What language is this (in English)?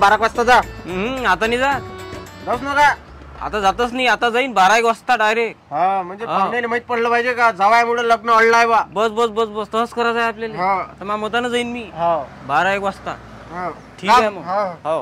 Marathi